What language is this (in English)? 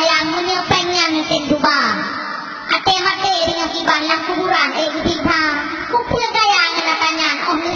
Achinese